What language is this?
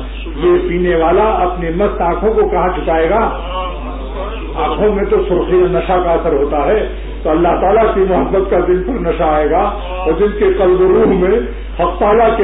Urdu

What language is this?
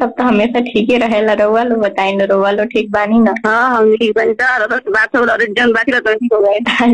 Bhojpuri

